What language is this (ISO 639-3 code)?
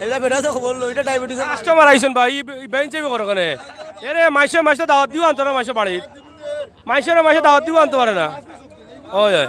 syl